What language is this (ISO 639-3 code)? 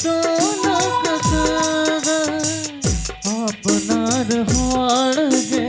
sat